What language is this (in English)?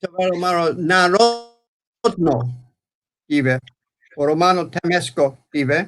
Balkan Romani